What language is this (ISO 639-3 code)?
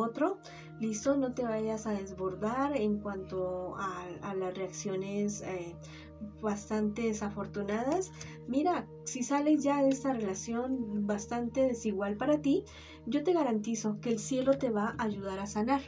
spa